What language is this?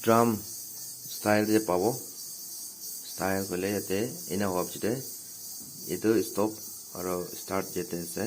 Naga Pidgin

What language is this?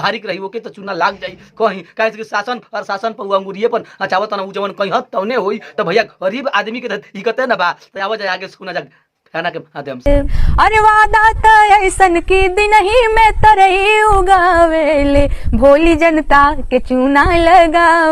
Bhojpuri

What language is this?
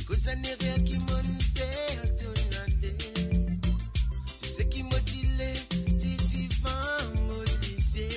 Morisyen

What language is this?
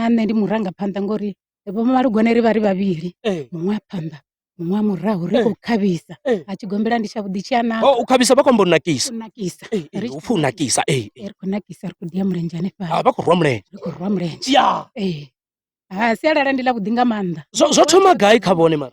Venda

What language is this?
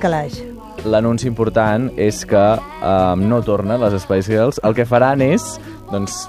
Catalan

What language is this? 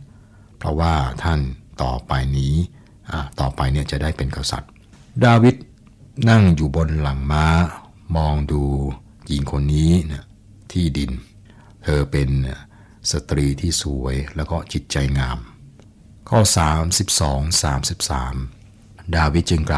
Thai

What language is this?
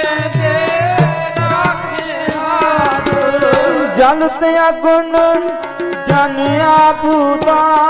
Punjabi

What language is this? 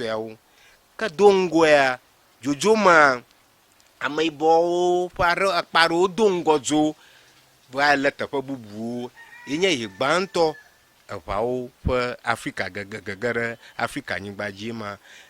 Ewe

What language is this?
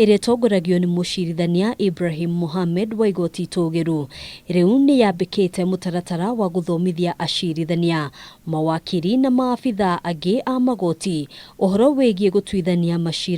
Kikuyu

